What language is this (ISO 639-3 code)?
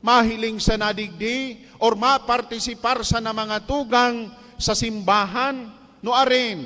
bik